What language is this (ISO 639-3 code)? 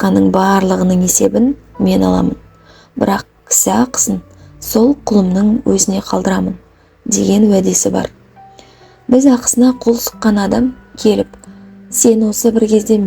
kaz